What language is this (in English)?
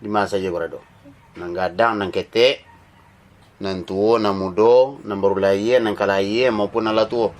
Minangkabau